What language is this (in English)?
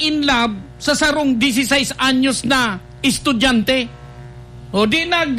Bikol